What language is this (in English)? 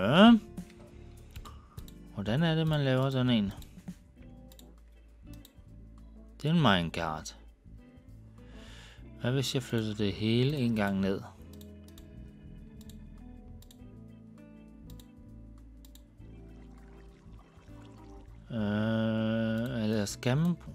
Danish